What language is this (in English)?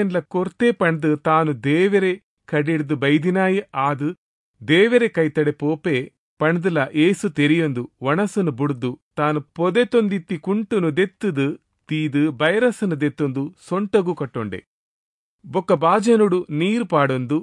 Tulu